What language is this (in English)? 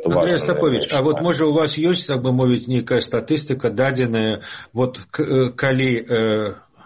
Russian